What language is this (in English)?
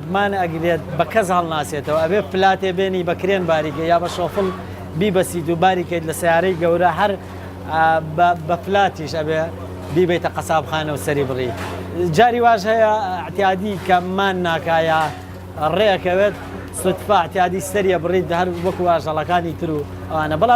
Central Kurdish